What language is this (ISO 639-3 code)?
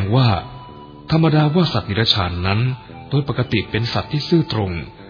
tha